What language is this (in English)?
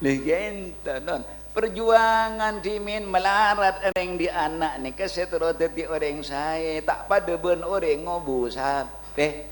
Madurese